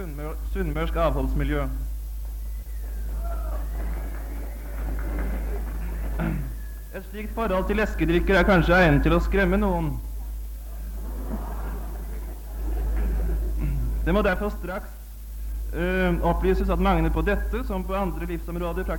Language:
Norwegian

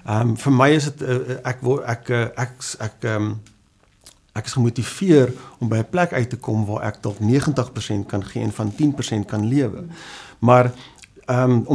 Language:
Afrikaans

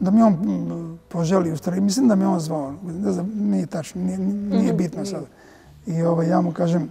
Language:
Serbian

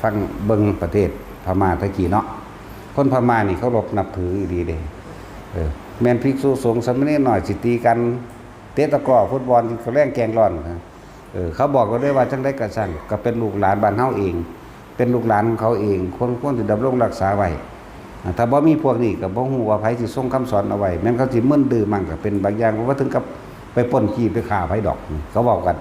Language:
Northeastern Thai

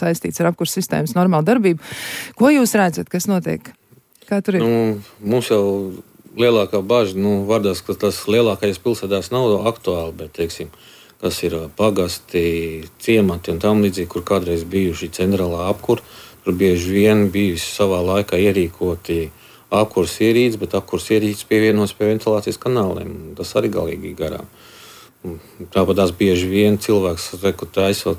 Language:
Latvian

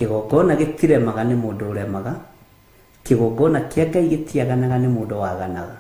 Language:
Kikuyu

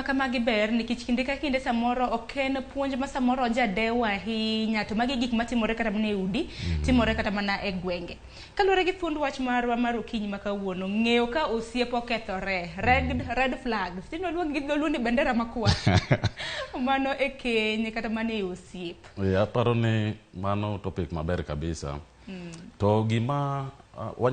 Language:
Luo (Kenya and Tanzania)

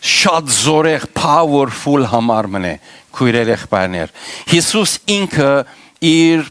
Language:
Western Armenian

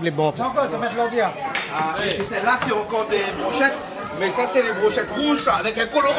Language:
Réunion Creole French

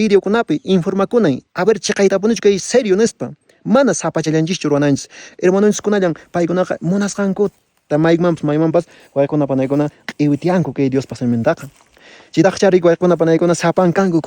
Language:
Quechua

